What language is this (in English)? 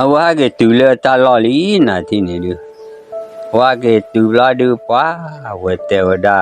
S'gaw Karen